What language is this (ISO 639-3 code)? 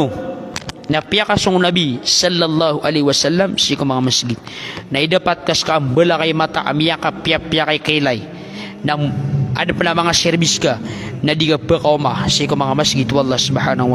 mrw